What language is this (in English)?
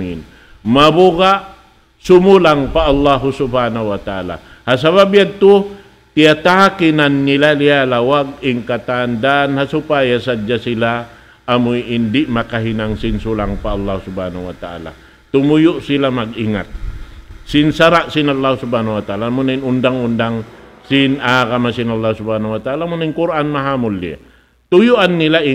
Tausug